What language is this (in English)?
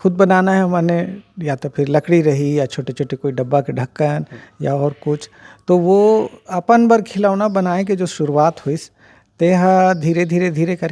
Chhattisgarhi